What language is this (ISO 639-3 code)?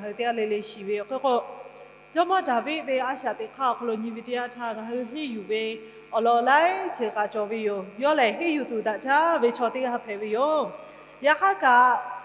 lhu